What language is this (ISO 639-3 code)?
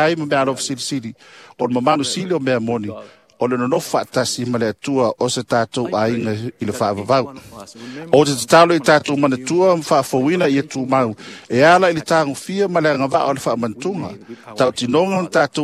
smo